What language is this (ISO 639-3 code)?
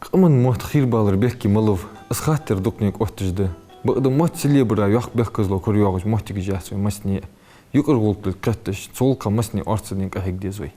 inh